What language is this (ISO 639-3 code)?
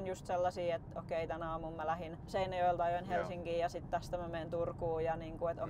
fin